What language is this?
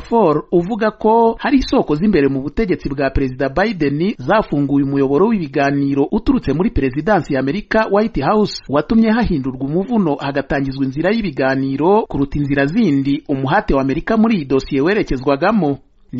Kinyarwanda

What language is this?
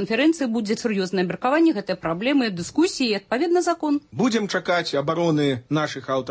Belarusian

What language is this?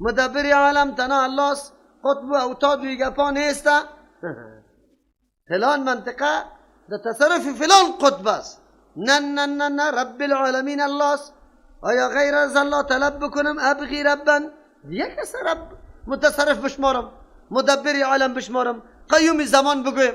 Persian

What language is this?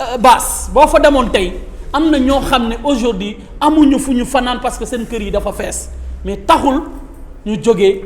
Wolof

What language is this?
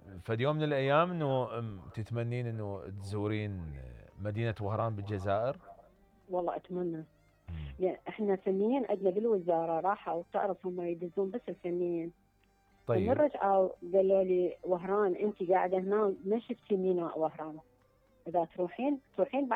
Mesopotamian Arabic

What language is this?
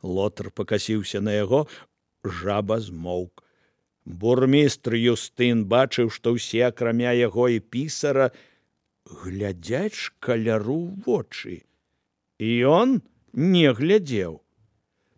Belarusian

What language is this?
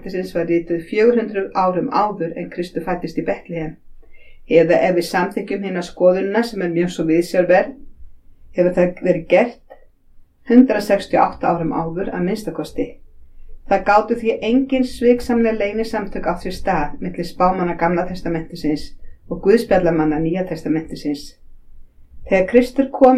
Icelandic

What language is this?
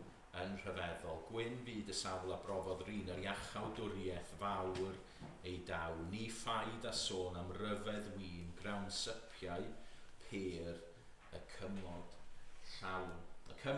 Welsh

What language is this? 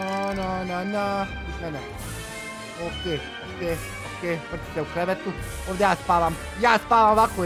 Croatian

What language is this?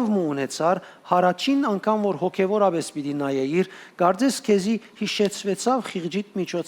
Western Armenian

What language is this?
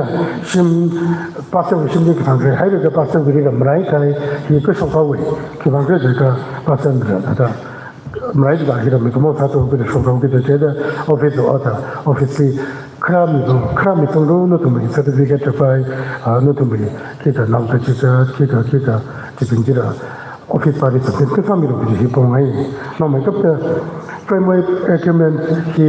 Tangkhul Naga (India)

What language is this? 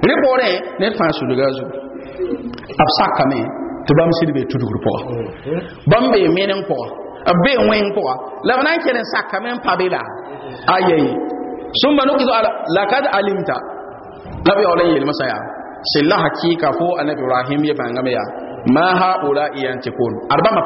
Mossi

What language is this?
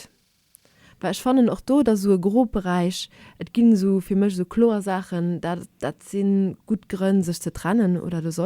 Luxembourgish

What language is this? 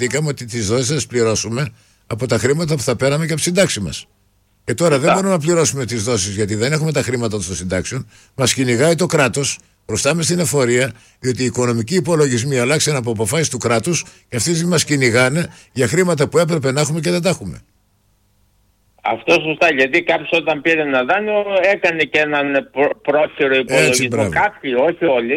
Greek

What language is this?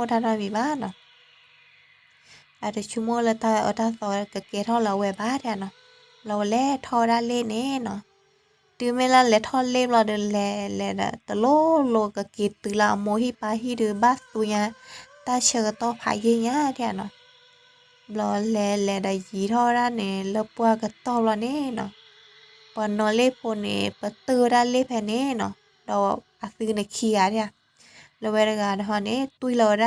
S'gaw Karen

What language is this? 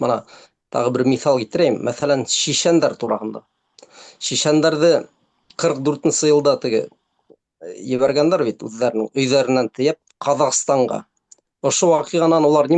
Bashkir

